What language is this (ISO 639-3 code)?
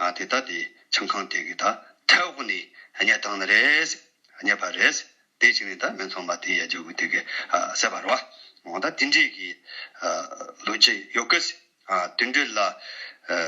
bod